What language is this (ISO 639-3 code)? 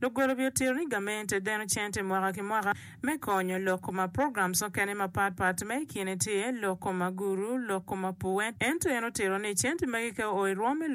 ach